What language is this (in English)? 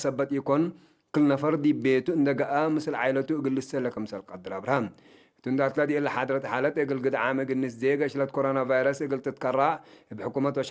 Tigre